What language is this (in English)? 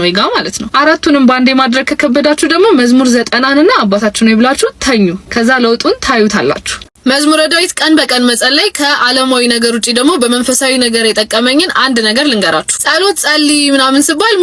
Amharic